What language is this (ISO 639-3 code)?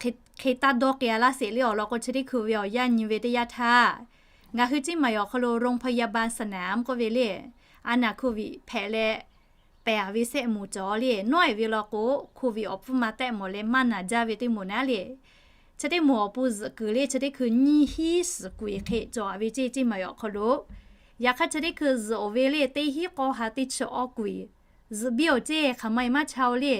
lhu